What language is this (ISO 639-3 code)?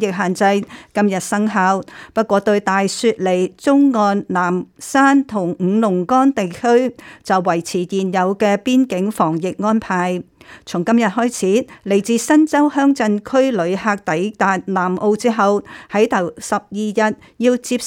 yue